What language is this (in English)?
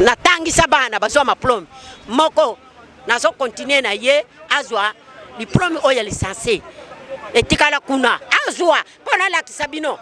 Lingala